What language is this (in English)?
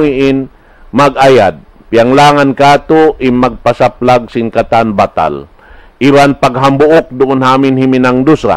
Tausug